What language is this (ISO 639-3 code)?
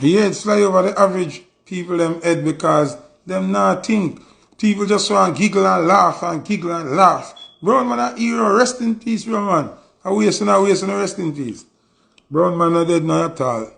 jam